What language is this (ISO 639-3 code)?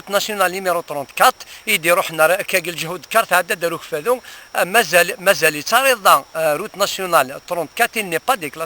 kab